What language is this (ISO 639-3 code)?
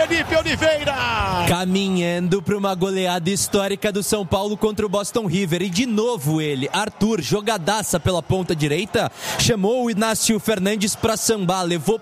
por